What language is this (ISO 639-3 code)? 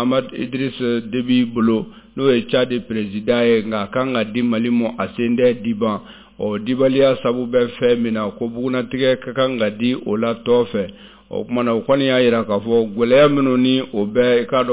bam